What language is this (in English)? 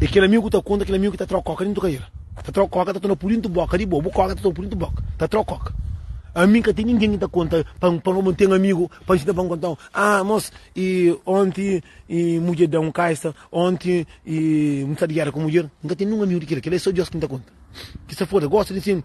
Kabuverdianu